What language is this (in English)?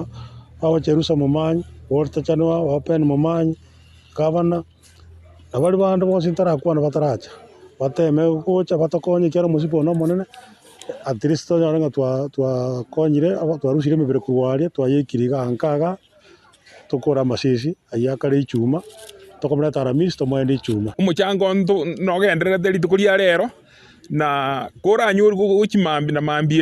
Gusii